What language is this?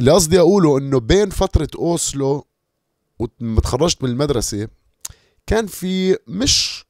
North Levantine Arabic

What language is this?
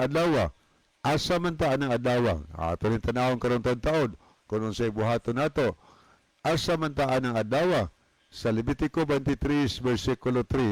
Cebuano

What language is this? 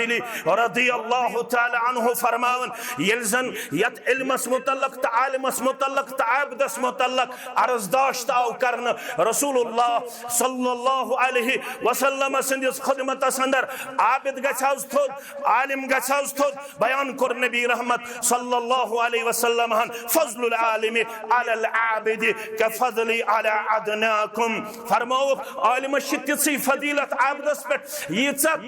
Kashmiri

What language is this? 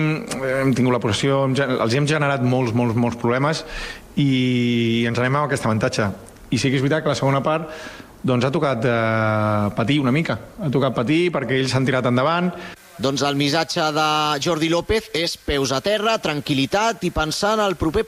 Catalan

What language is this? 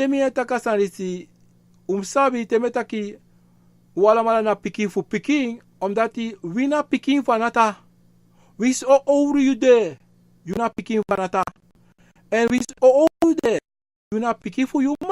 Sranan Tongo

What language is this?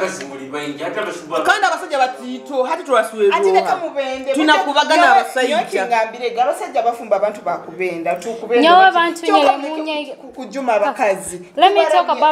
Nyoro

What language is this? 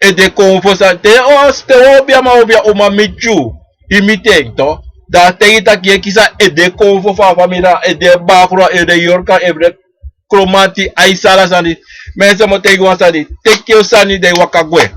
Sranan Tongo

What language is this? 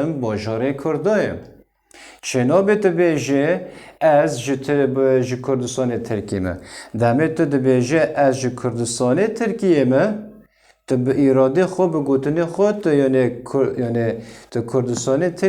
Kurdish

